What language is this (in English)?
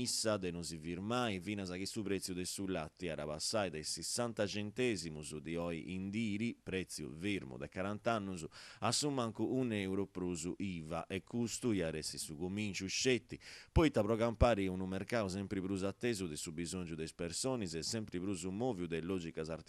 Sardinian